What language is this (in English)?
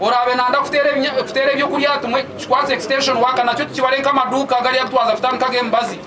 Nyankole